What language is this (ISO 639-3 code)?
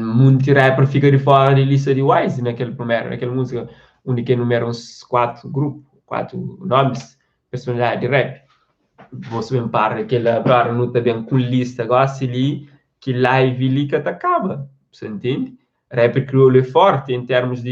kea